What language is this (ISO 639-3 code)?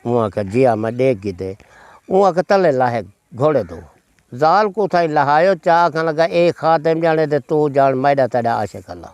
skr